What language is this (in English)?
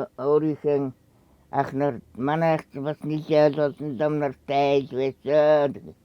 Mongolian